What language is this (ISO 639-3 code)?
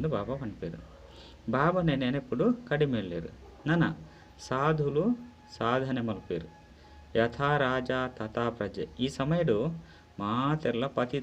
tcy